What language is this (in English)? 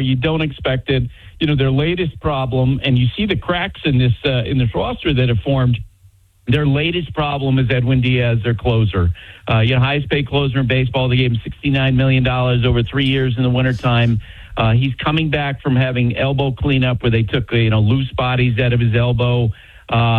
English